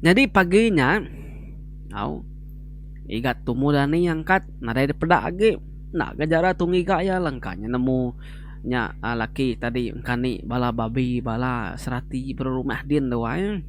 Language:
Iban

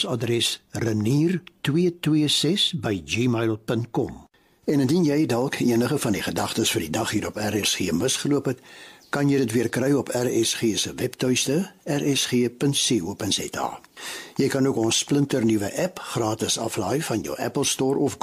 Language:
Afrikaans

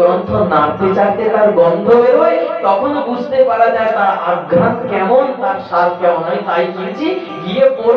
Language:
Bangla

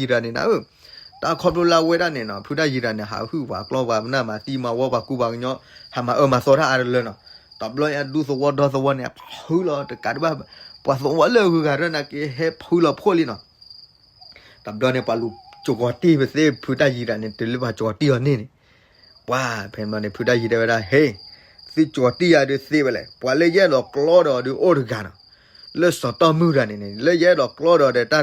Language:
S'gaw Karen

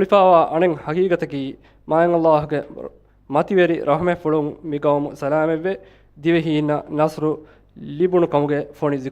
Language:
Divehi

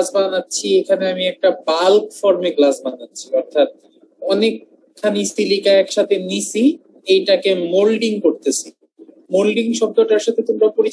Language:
Bangla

